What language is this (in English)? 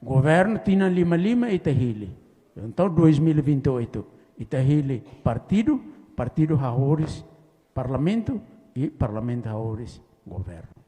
Tetum